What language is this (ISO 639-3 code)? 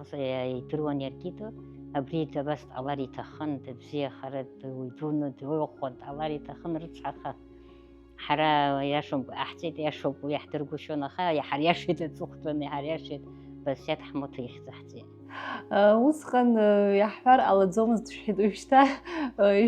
abk